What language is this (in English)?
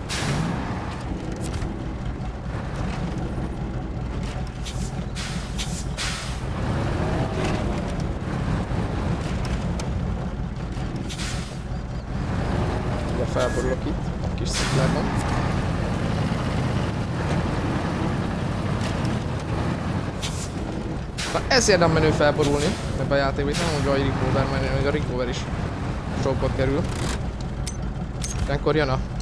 Hungarian